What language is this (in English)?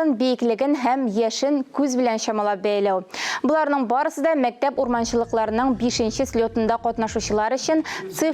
Tatar